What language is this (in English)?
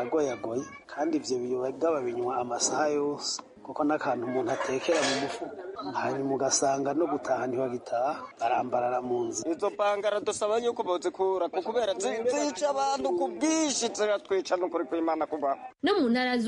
Rundi